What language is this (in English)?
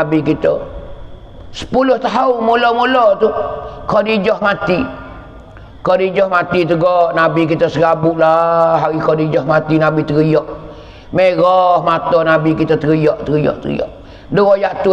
Pattani Malay